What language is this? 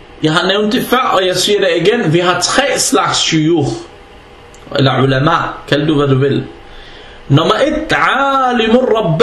Danish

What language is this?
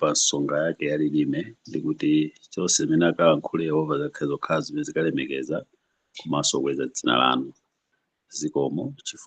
Nyanja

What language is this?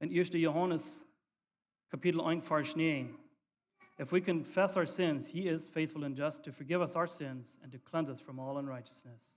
Plautdietsch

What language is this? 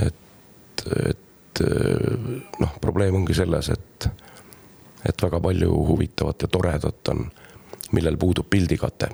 Estonian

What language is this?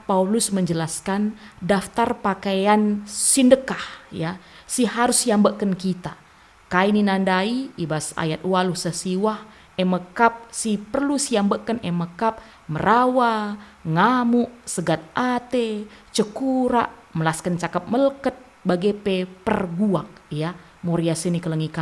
Batak Karo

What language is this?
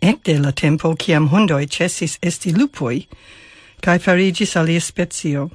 Esperanto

